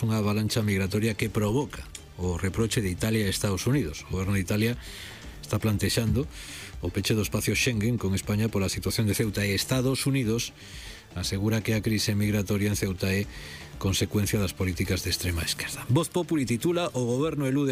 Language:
Galician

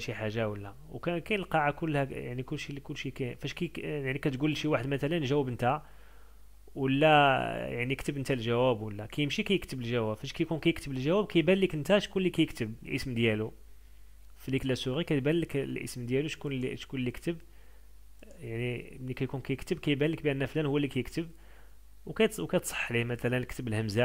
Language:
Moroccan Arabic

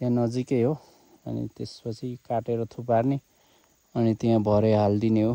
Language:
Nepali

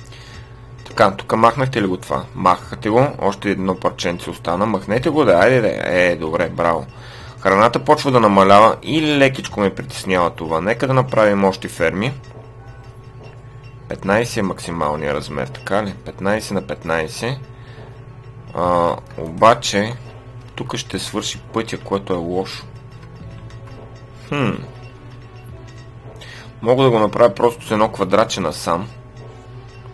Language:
Bulgarian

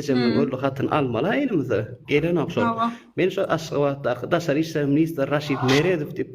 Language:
Turkmen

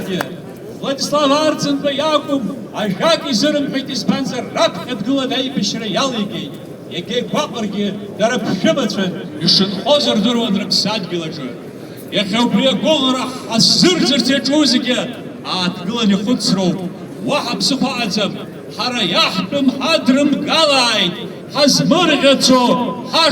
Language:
Abkhazian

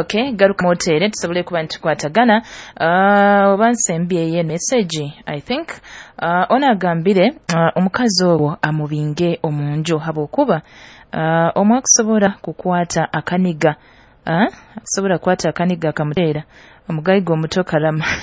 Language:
Nyoro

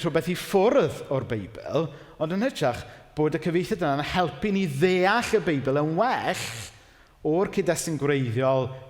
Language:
Welsh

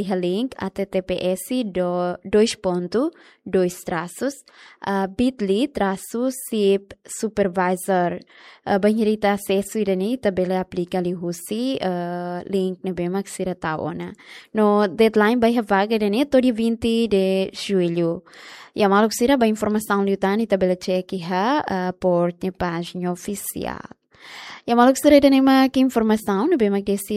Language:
Tetum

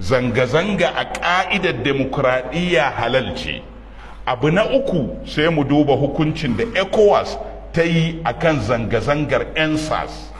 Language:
Hausa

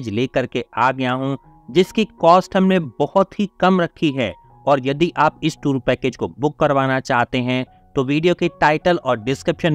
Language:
Hindi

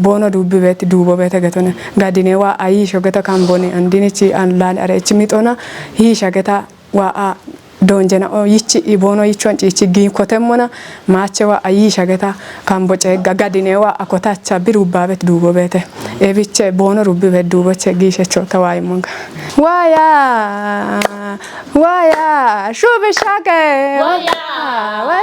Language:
Kafa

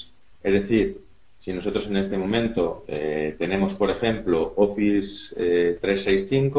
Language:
Spanish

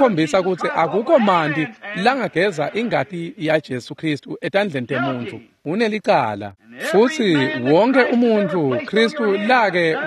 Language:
Swati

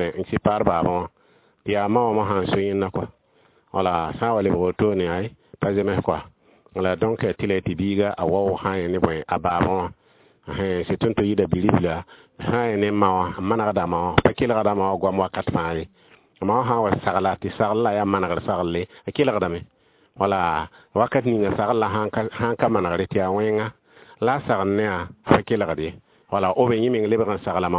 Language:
Mossi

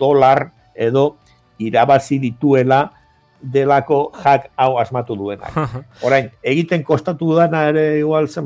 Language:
Basque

